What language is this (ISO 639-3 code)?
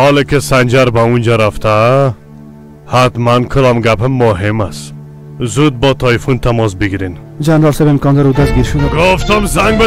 fas